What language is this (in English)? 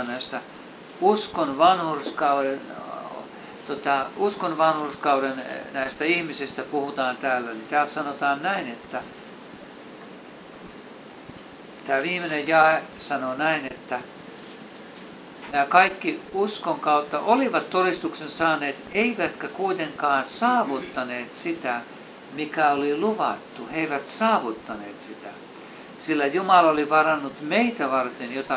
Finnish